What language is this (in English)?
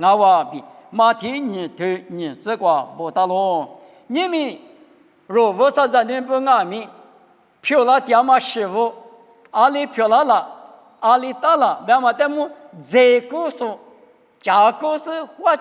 Lisu